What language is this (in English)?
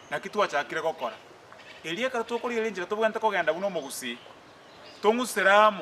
Gusii